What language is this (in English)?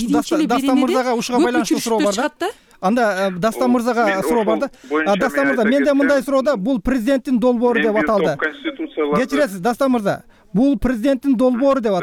Kyrgyz